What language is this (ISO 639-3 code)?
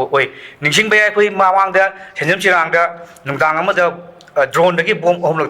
mni